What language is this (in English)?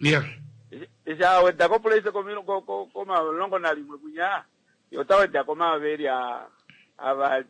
Kuanyama